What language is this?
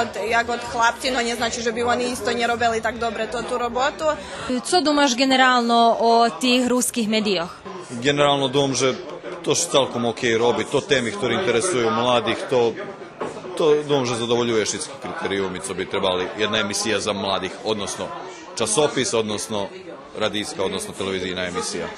Rusyn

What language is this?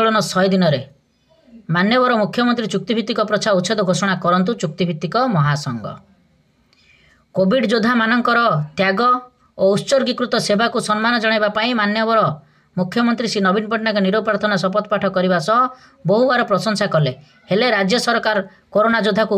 Odia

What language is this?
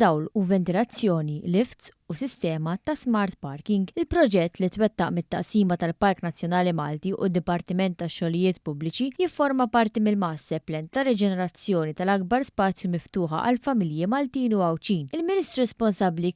Maltese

